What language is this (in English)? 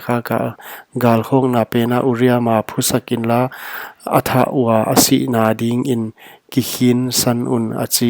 Paite Chin